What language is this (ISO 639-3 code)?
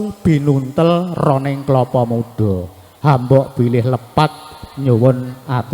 jav